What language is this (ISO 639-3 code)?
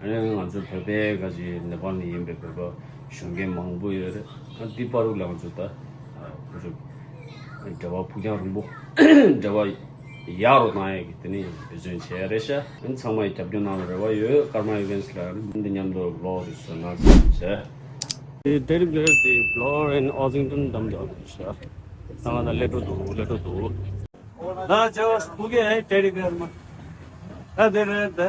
bod